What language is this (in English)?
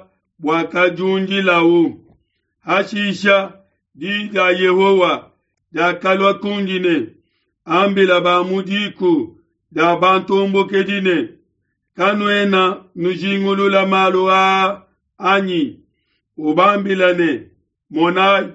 Luba-Lulua